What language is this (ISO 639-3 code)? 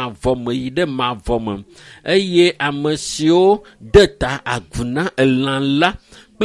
ewe